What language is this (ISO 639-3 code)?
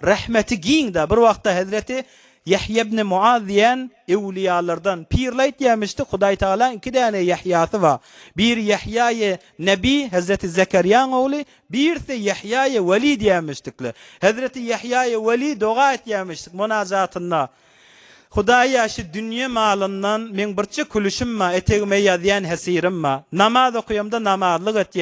tuk